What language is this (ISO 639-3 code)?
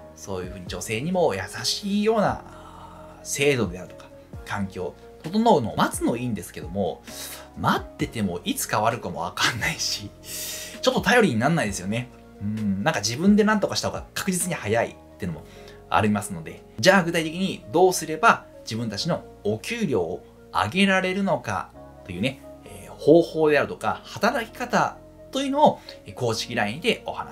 jpn